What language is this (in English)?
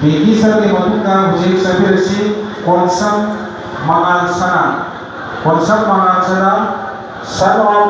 Manipuri